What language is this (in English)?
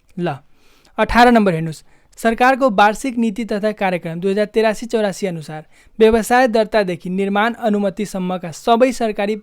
Nepali